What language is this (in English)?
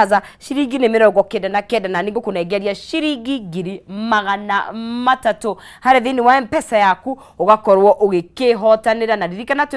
Kikuyu